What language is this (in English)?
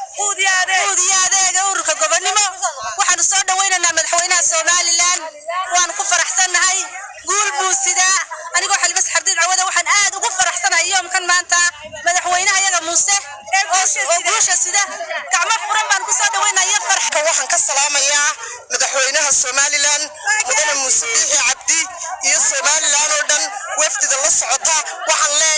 Somali